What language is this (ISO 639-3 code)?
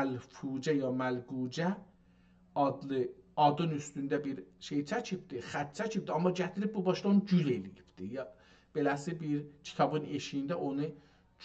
azb